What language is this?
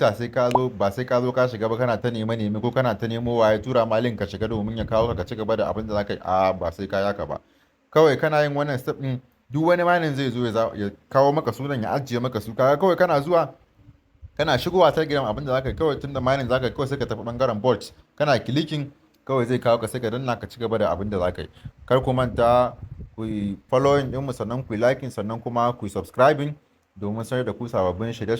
Hausa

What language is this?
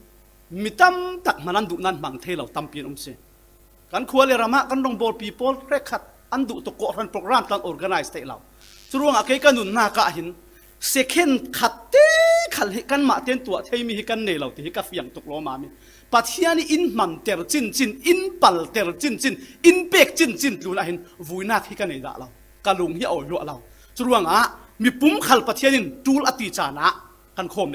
Falam Chin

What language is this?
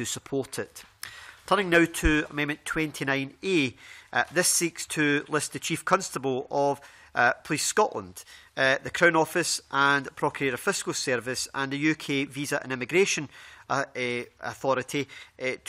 English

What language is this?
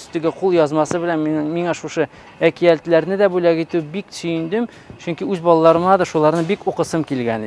Tatar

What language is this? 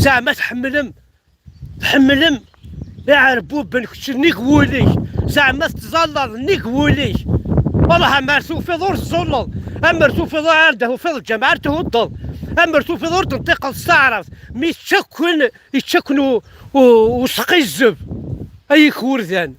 Kabyle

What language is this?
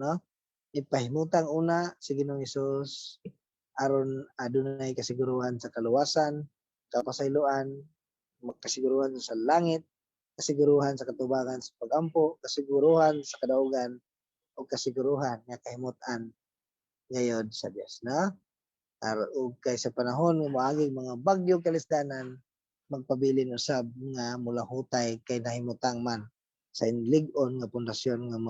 Cebuano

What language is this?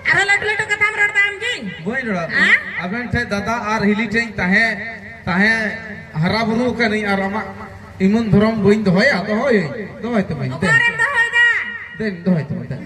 Santali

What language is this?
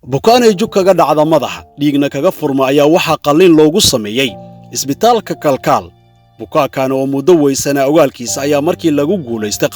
Somali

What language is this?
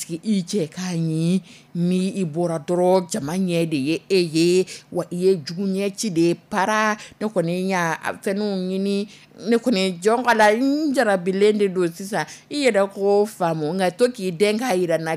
Dyula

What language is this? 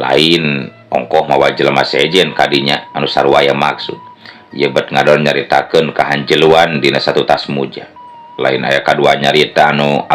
Sundanese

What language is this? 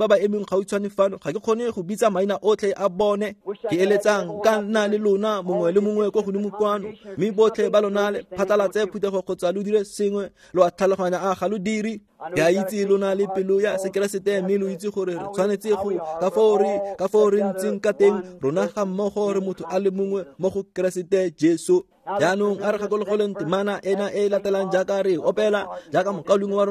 Tswana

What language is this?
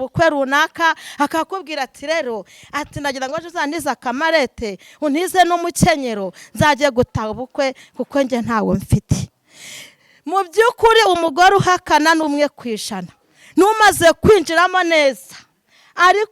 Kinyarwanda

